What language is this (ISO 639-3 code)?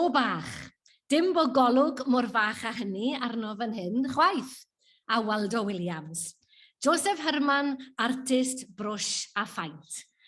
cym